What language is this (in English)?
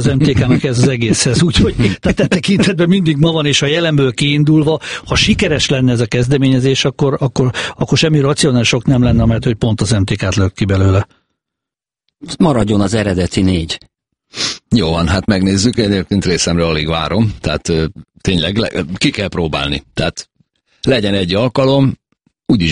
Hungarian